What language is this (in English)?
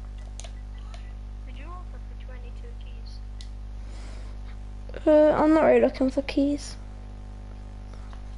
English